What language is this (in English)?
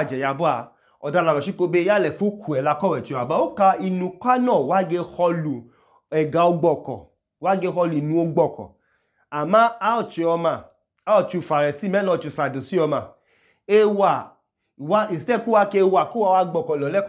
Idoma